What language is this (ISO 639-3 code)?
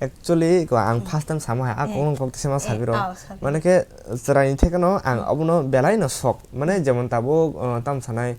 trp